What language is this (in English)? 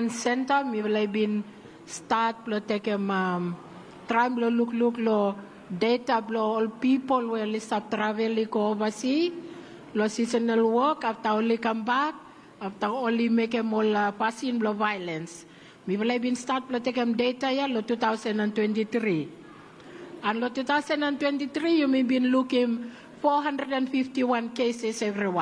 Bislama